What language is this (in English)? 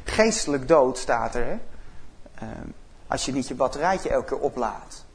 Dutch